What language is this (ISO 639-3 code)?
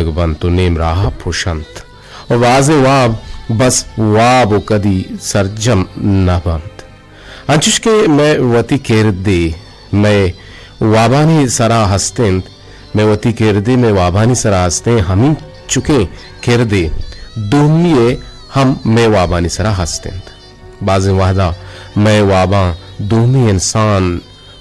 bgp